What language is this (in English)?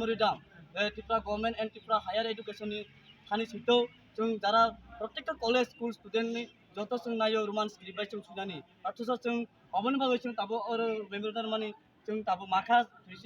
Kok Borok